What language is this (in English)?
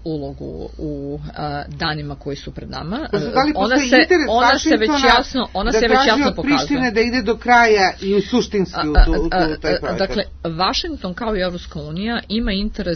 Serbian